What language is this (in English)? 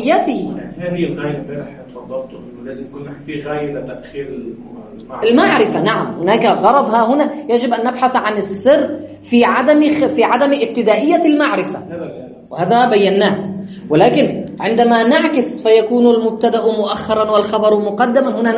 Arabic